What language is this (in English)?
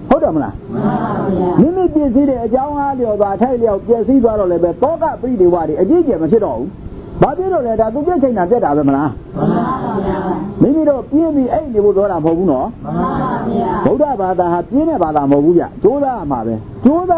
Burmese